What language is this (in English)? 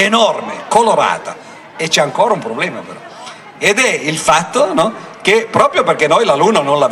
Italian